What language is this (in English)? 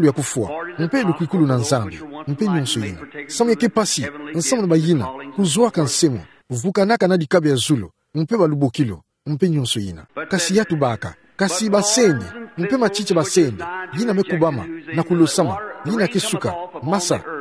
Kituba (Democratic Republic of Congo)